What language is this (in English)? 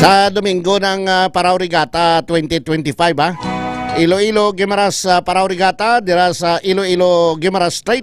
Hiligaynon